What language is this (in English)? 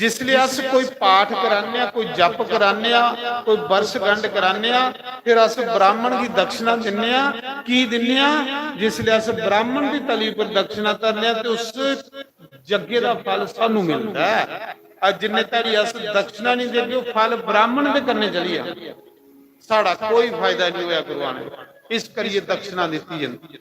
Dogri